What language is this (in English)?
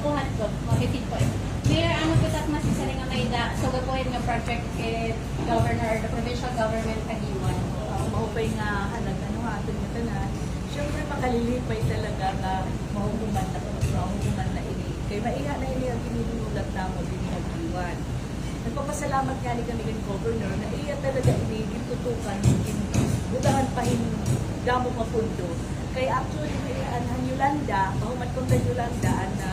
Waray